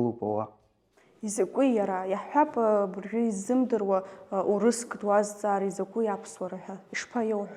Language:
Abkhazian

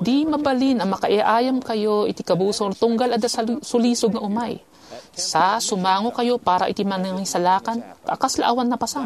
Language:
Iloko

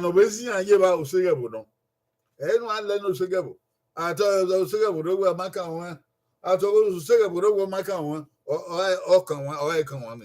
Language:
Bini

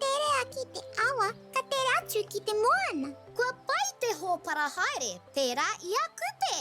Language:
Māori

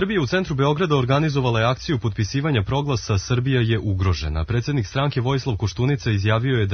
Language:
Serbian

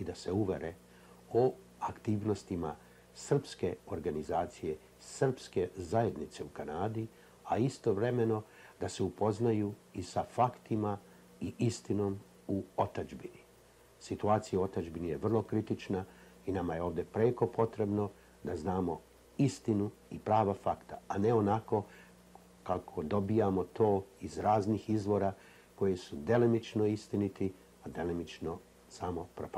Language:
Serbian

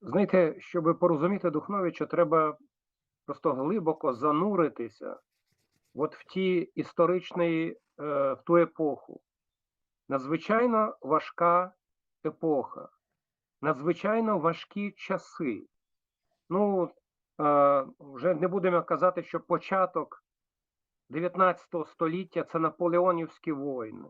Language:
Rusyn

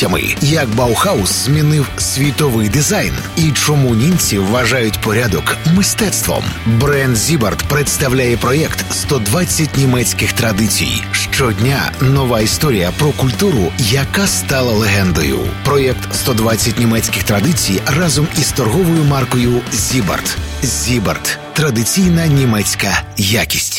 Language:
Ukrainian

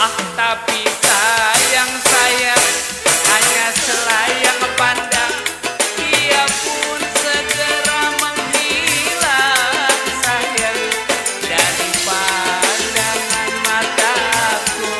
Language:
Betawi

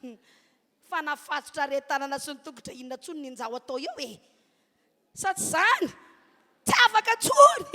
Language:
Malagasy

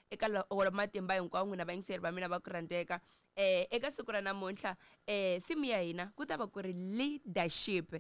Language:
Tsonga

